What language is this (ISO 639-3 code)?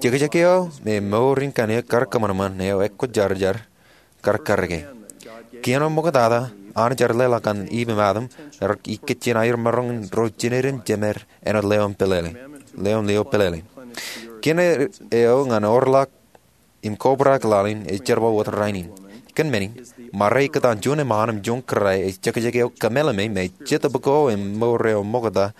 mah